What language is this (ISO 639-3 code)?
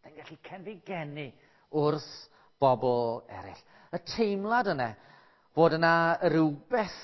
cym